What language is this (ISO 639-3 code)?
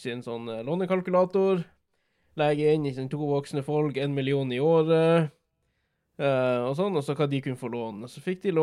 nor